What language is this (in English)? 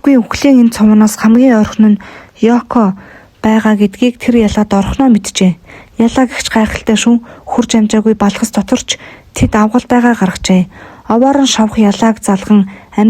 Mongolian